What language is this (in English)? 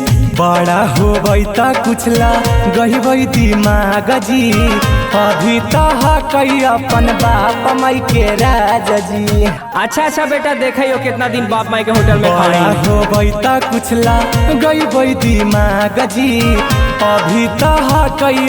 Magahi